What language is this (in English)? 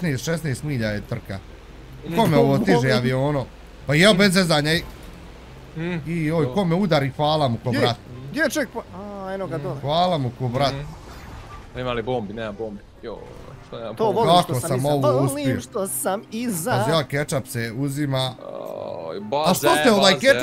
Bosnian